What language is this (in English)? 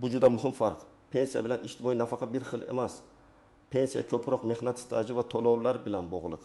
Uzbek